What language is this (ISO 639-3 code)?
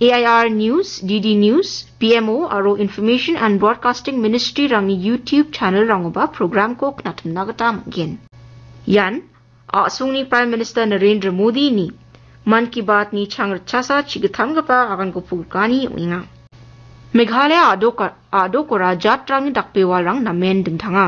grt